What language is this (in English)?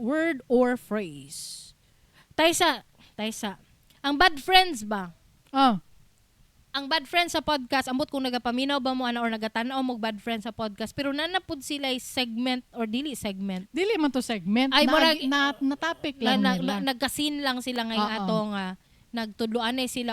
Cebuano